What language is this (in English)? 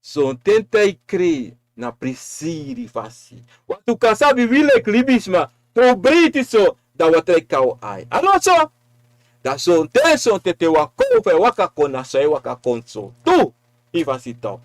Sranan Tongo